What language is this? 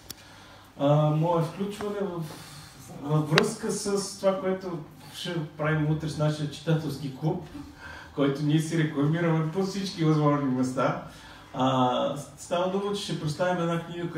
Bulgarian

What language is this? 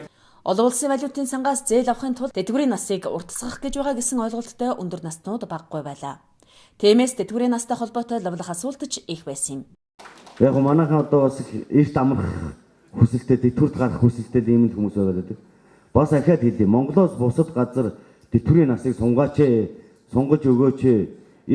Mongolian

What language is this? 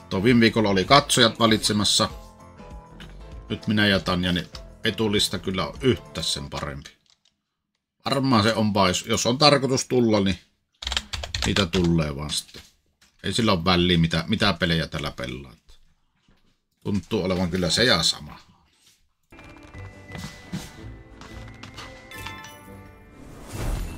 Finnish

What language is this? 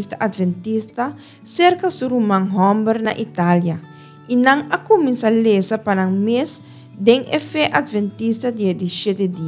Papiamento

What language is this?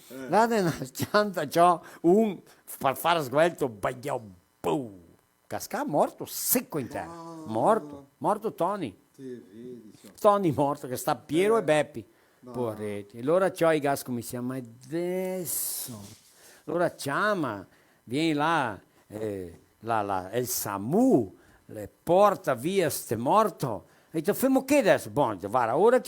Venetian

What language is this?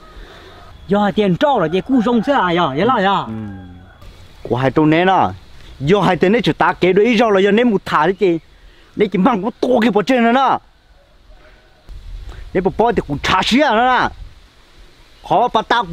Vietnamese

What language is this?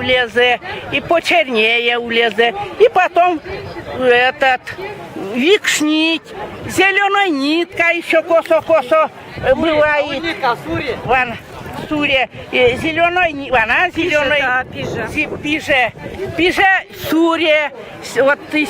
Erzya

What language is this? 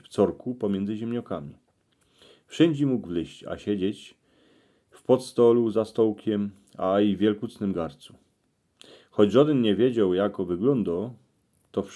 Silesian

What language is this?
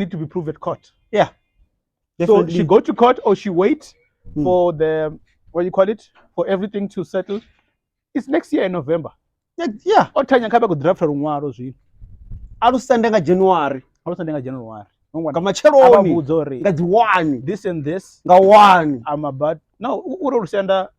Venda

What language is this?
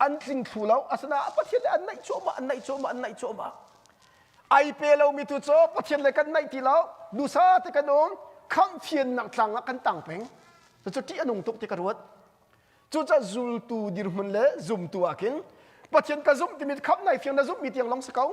Hakha Chin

